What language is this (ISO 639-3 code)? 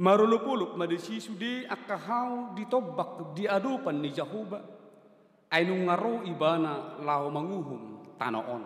bbc